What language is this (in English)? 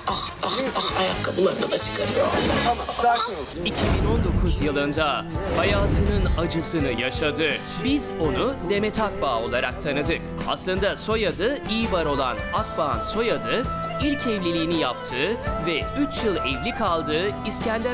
Turkish